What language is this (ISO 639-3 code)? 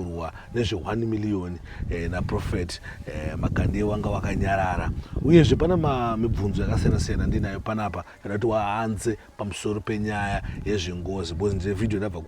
sna